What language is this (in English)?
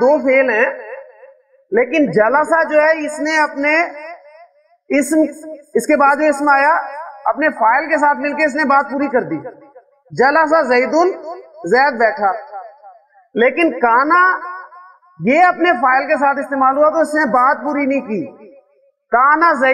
Urdu